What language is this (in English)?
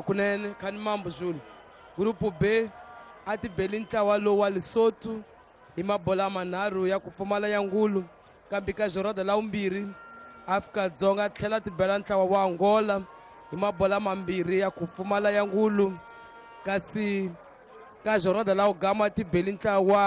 Tsonga